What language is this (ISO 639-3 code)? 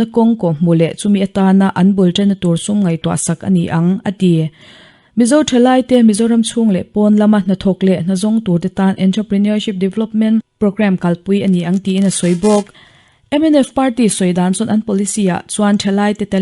lus